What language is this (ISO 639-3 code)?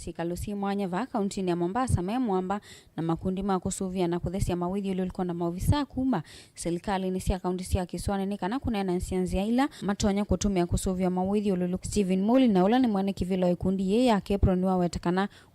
kam